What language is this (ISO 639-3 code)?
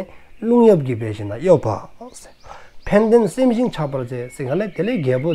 dzo